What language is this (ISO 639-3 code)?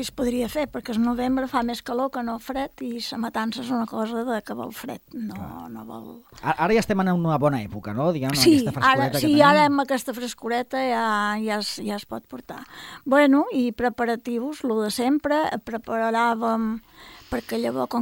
cat